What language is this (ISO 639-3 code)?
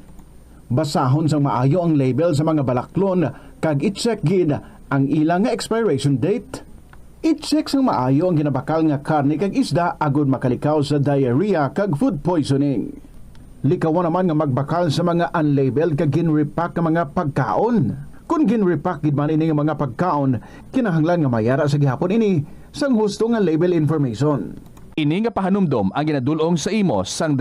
hil